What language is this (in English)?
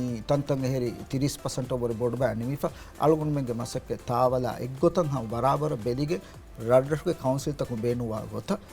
Divehi